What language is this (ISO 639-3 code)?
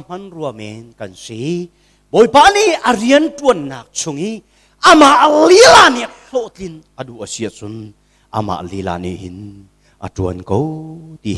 cnh